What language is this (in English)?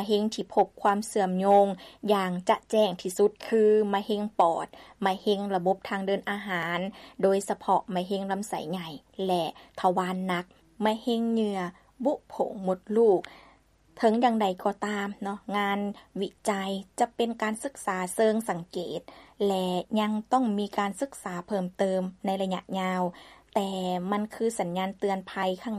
Lao